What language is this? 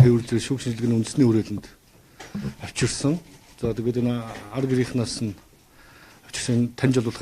Mongolian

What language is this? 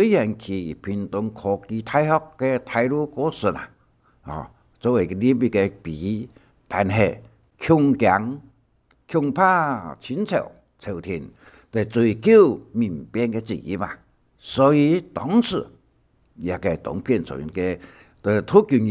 Hakka Chinese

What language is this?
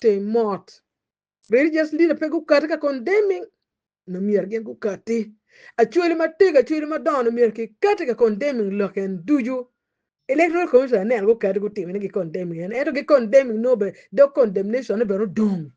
Acoli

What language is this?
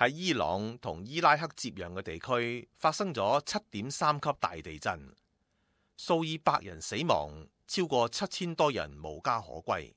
Cantonese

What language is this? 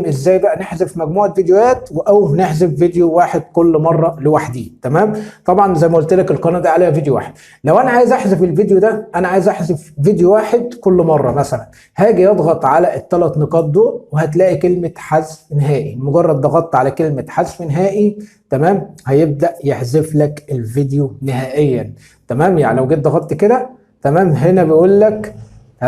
Egyptian Arabic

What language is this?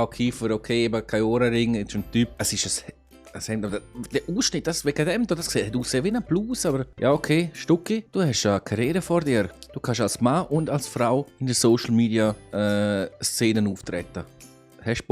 Swiss German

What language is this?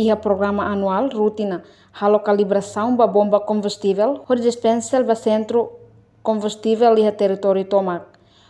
Tetum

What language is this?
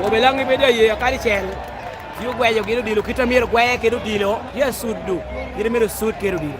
Lango (Uganda)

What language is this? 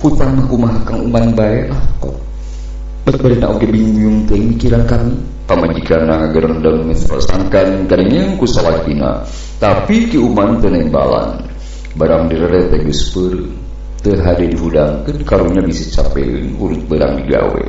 Sundanese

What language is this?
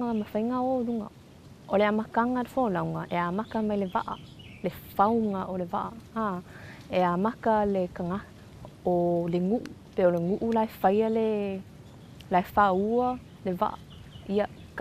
Samoan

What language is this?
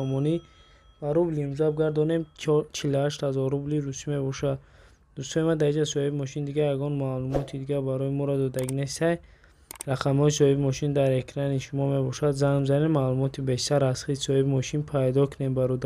Tajik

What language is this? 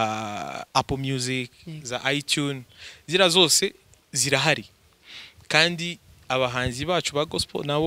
Kinyarwanda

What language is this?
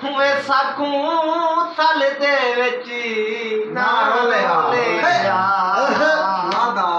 Saraiki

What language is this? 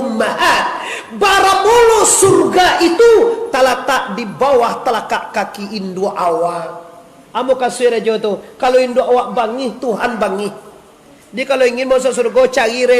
Minangkabau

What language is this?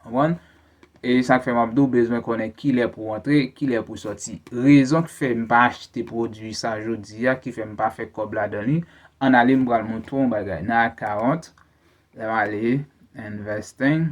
Haitian Creole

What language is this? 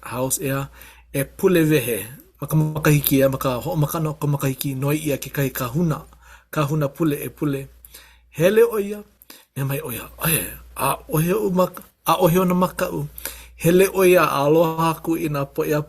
Hawaiian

